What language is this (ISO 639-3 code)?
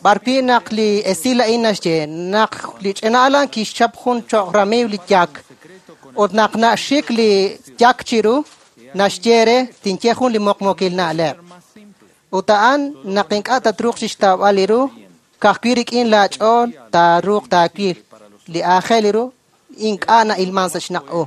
kek